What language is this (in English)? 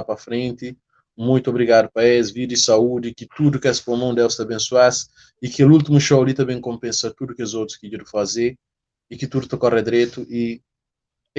Kabuverdianu